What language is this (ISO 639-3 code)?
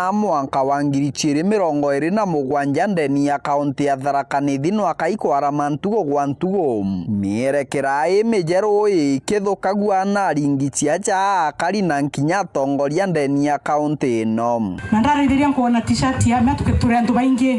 mer